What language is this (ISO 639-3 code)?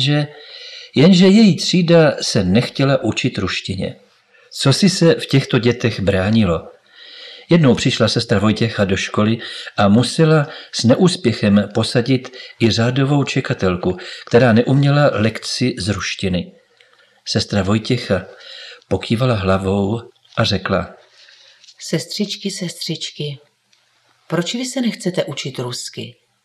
ces